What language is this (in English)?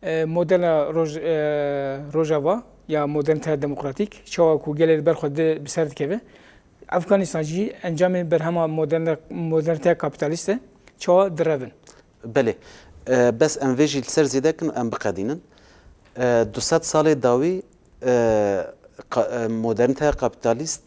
Kurdish